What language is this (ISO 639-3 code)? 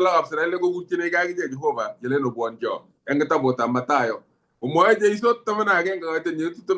kln